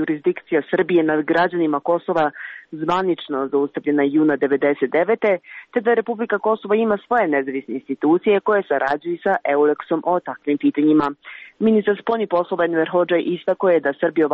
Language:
Serbian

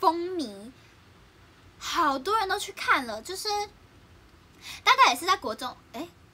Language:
Chinese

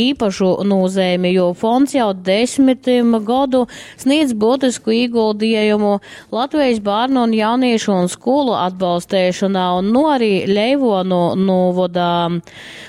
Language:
Latgalian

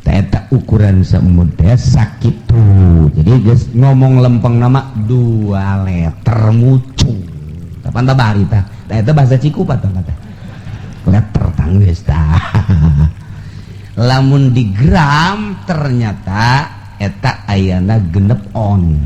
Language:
Sundanese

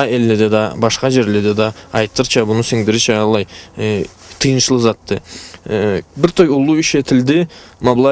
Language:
Karachay-Balkar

